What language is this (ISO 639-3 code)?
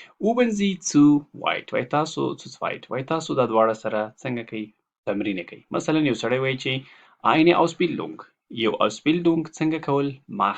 pus